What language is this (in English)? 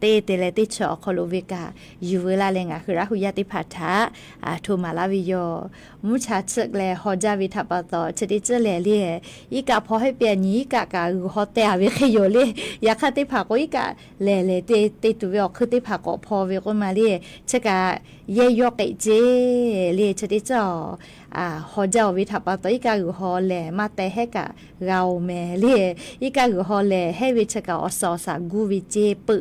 Lahu